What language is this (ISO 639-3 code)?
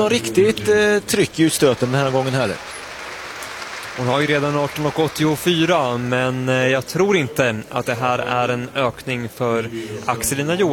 swe